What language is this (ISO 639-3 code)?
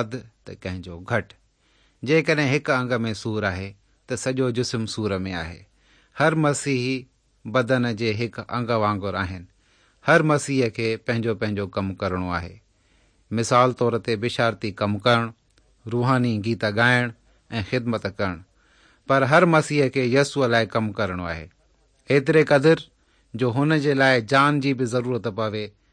snd